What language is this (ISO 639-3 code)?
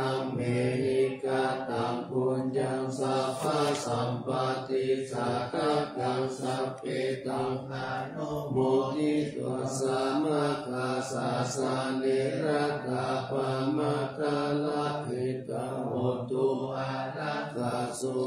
pli